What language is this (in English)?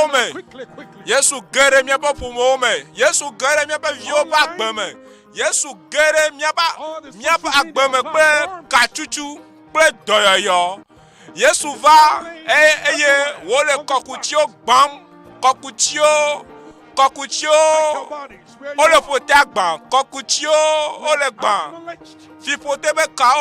Ewe